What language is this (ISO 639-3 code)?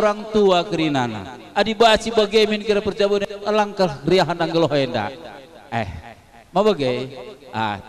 btx